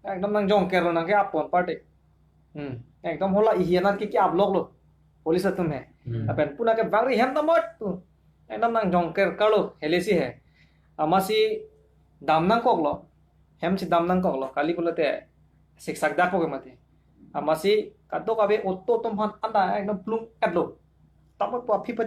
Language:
Karbi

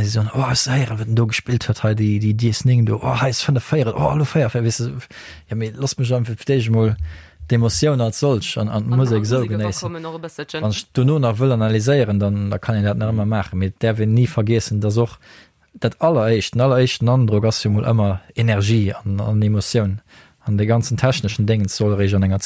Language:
Luxembourgish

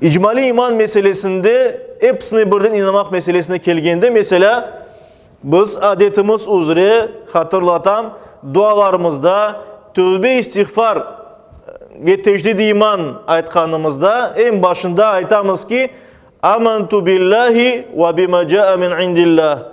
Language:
Crimean Tatar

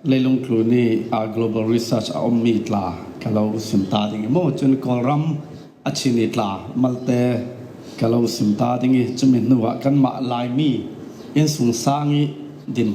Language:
Falam Chin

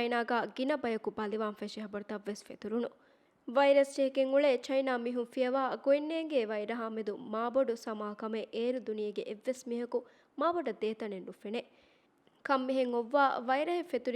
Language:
Divehi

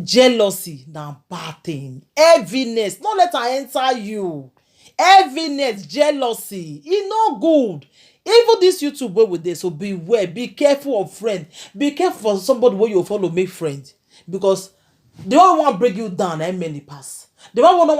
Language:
Nigerian Pidgin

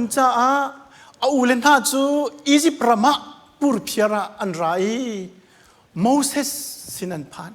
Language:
Hakha Chin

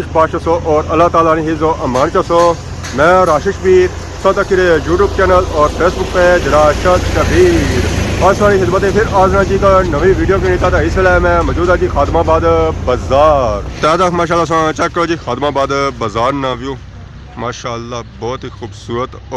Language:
Pahari-Potwari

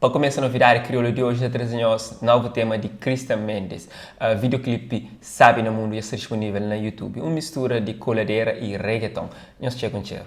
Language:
Kabuverdianu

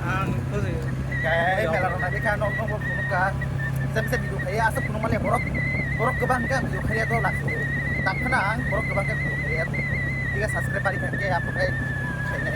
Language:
Kok Borok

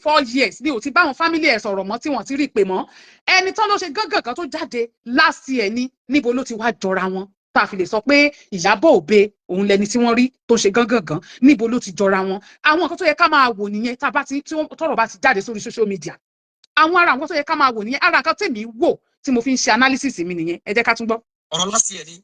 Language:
Yoruba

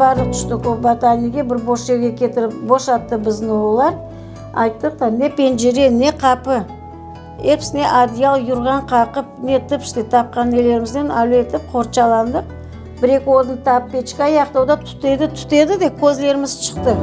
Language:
Crimean Tatar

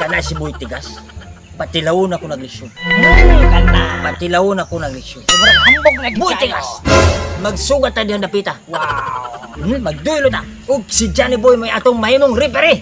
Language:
Cebuano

